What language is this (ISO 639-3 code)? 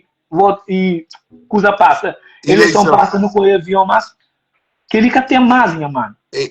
kea